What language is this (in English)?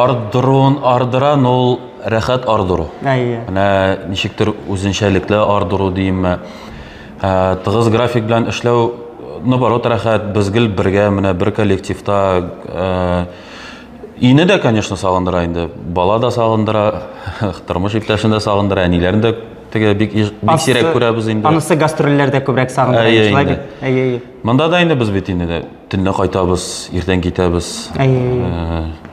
Tatar